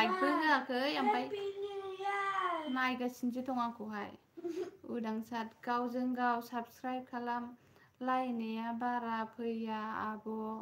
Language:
Bodo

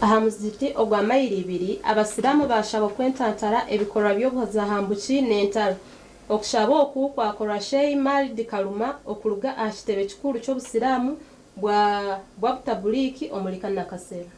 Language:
Nyankole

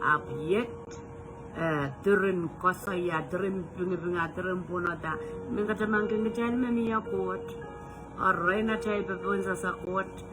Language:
Pohnpeian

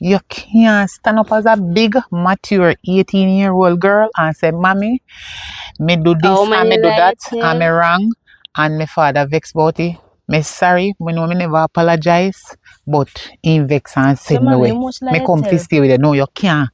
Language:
Jamaican Creole English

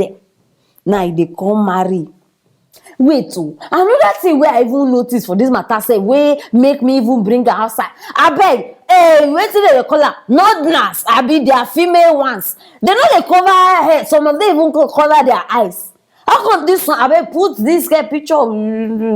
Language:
Nigerian Pidgin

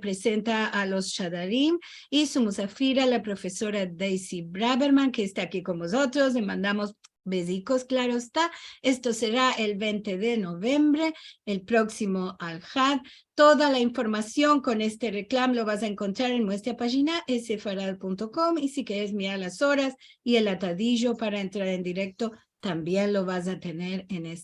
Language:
Ladino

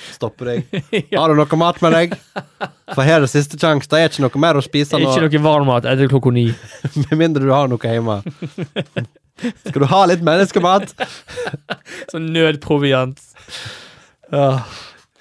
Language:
Norwegian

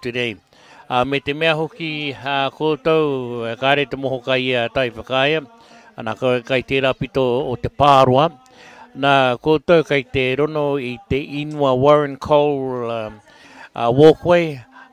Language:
Māori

